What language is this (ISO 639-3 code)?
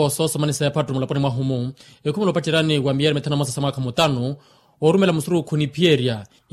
vmw